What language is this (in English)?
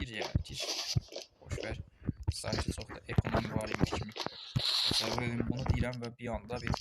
Azerbaijani